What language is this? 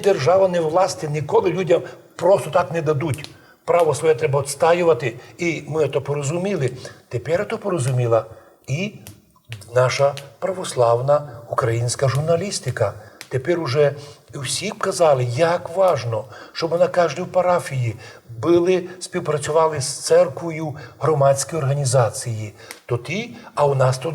Rusyn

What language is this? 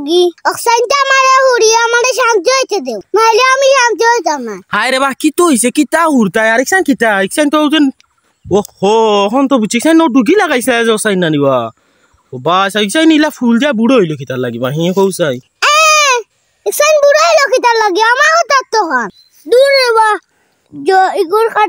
Sylheti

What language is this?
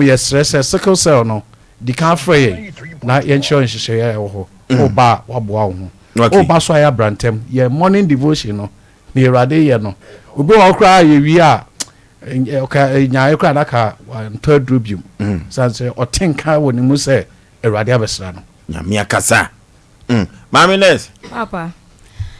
Akan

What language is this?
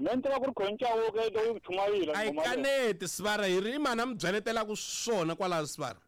Tsonga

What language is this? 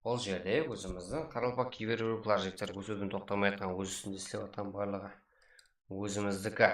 Kara-Kalpak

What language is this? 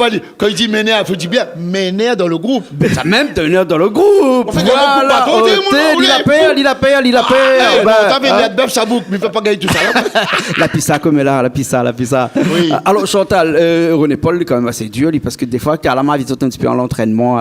Réunion Creole French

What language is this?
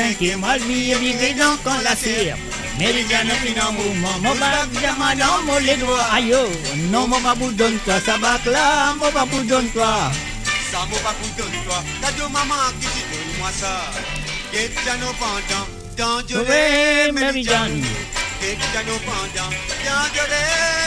Morisyen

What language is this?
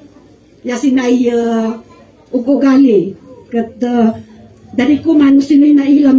Kankanaey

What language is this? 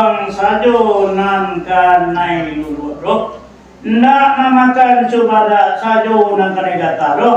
Minangkabau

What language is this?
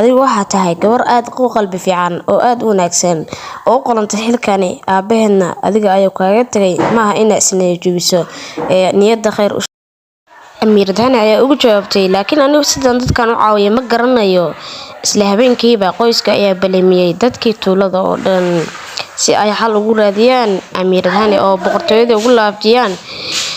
Somali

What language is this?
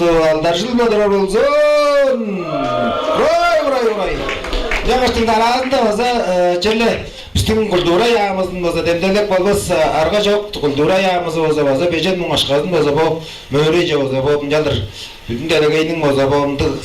Tuvinian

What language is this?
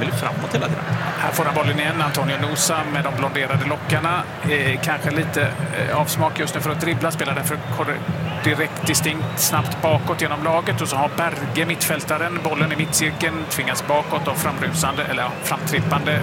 Swedish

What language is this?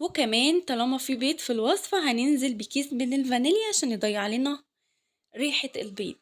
Egyptian Arabic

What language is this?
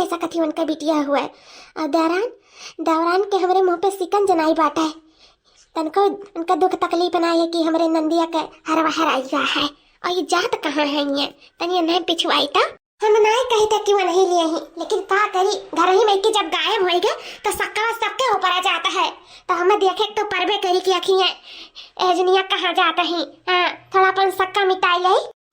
Awadhi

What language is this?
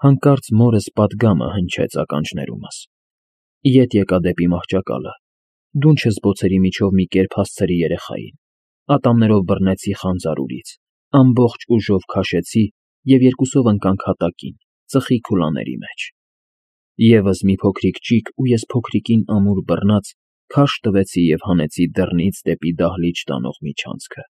Armenian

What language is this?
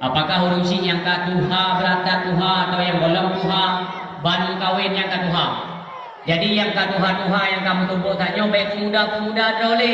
Achinese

